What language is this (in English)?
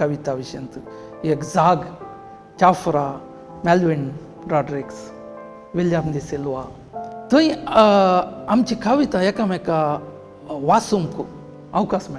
Konkani